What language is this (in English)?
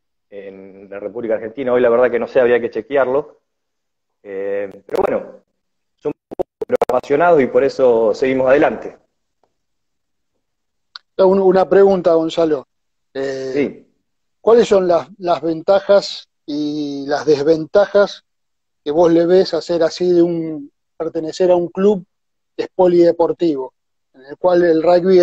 Spanish